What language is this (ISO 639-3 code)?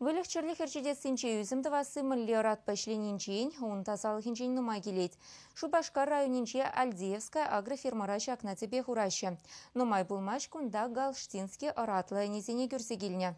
chv